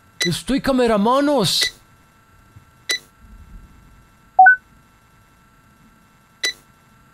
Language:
Romanian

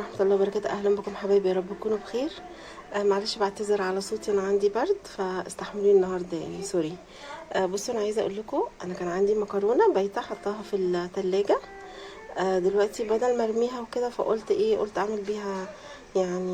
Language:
Egyptian Arabic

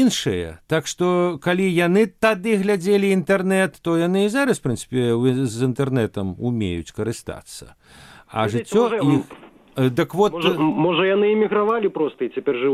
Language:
Belarusian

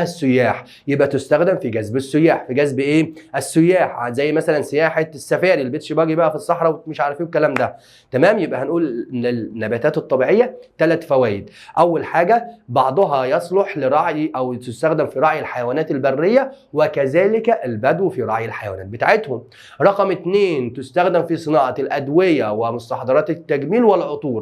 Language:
Egyptian Arabic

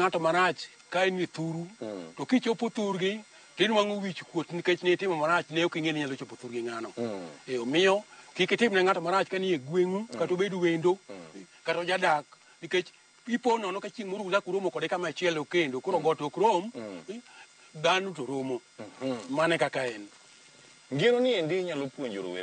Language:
Luo (Kenya and Tanzania)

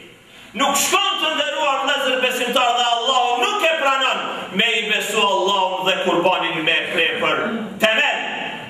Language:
Albanian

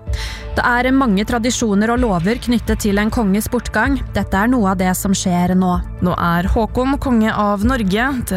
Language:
Norwegian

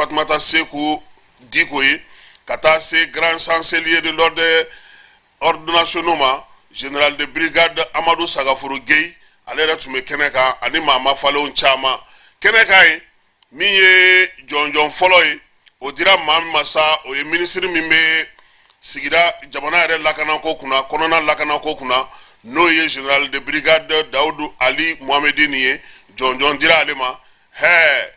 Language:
Bambara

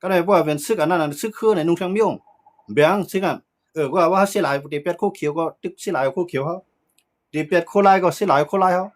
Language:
Shan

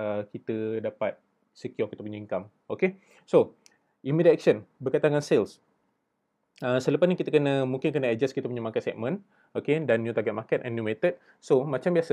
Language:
Malay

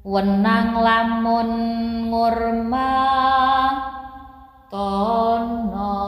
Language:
Javanese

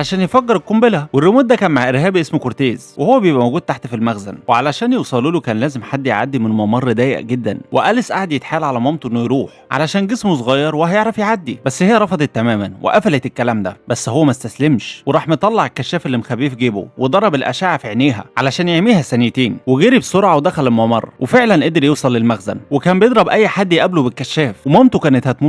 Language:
Egyptian Arabic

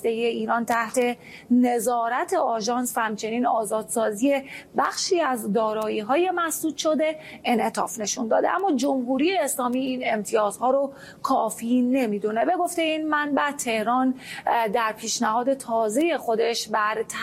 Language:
Persian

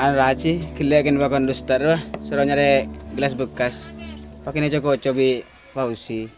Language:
Madurese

